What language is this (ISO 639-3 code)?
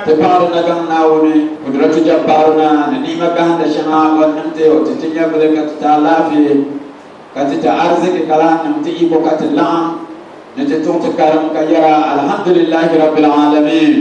dag